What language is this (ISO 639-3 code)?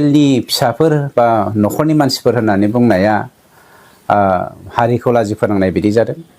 brx